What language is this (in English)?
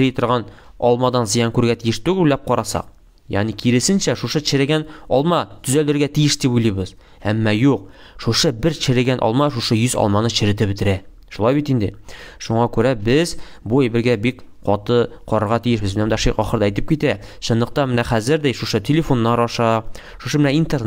Tatar